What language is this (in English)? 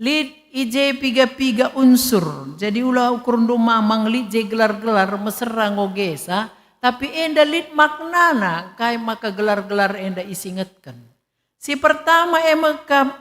Batak Karo